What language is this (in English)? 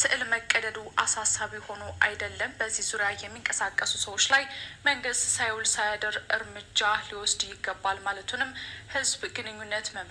Amharic